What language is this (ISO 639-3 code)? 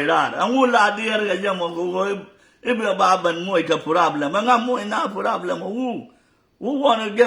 nus